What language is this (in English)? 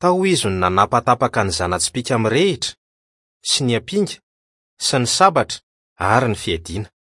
Malagasy